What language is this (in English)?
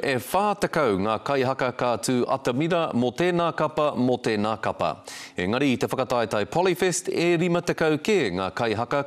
Māori